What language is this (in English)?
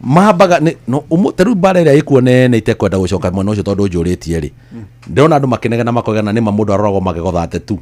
Kikuyu